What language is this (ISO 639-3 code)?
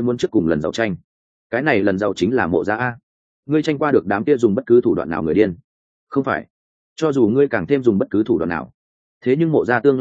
vie